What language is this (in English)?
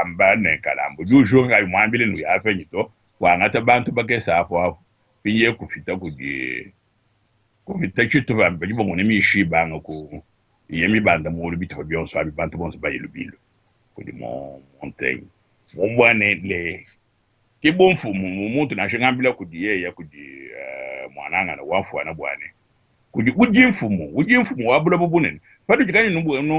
Luba-Lulua